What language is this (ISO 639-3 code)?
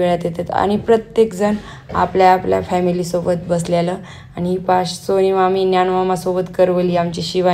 mar